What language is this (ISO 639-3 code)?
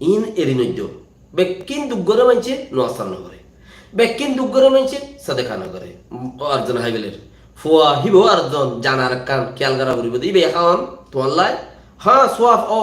rhg